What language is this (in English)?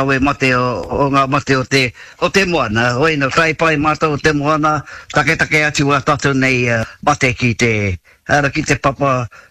Māori